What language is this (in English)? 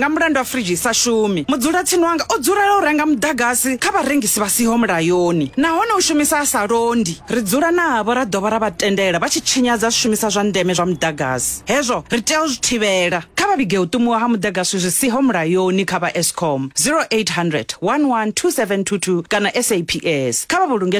Venda